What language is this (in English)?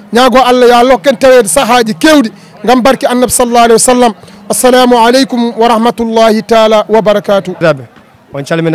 Fula